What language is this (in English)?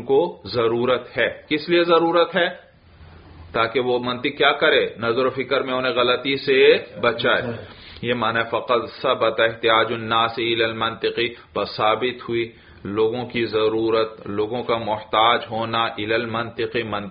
Urdu